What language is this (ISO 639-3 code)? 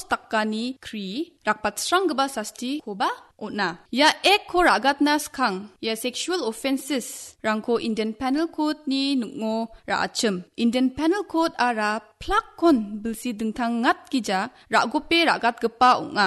grt